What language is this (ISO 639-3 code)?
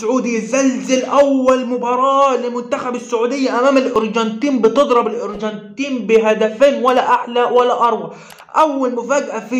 arz